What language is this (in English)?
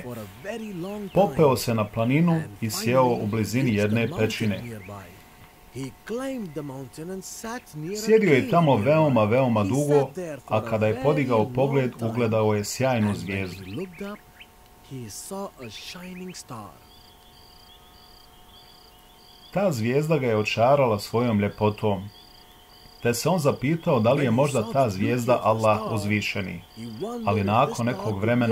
Bosnian